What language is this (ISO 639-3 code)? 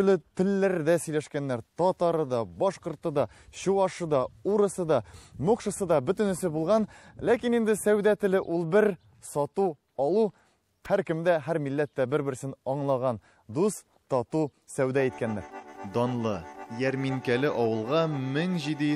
tat